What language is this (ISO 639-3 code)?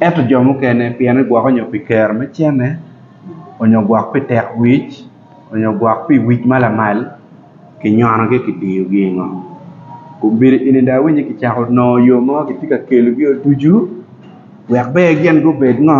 ach